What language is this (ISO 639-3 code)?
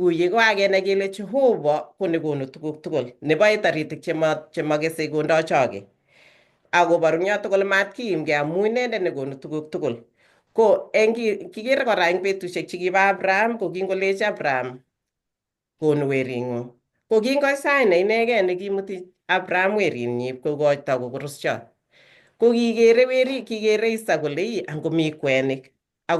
kln